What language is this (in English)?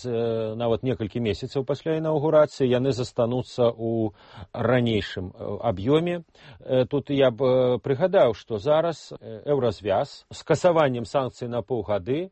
Belarusian